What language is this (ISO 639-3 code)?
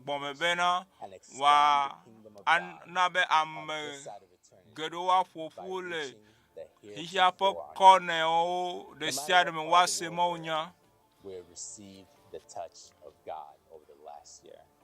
ewe